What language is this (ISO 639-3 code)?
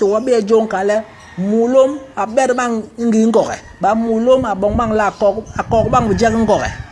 bas